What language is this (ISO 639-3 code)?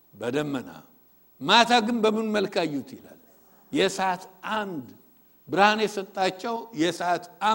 amh